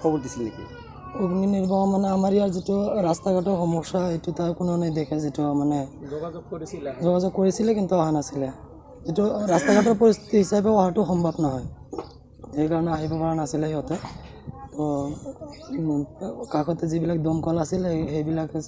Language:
Assamese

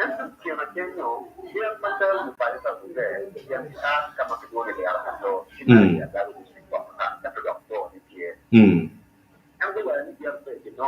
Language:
Acoli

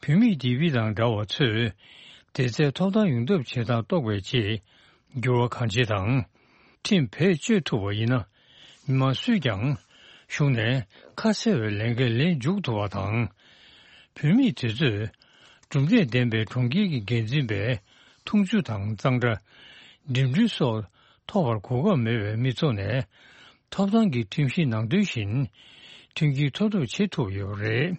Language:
Tibetan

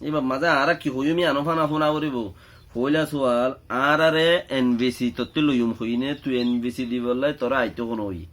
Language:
Rohingya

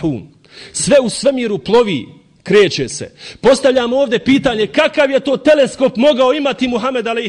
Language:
Bosnian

